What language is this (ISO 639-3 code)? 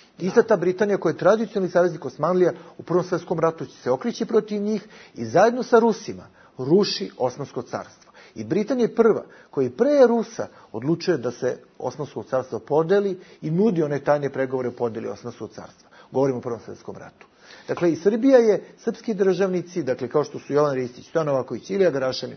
bos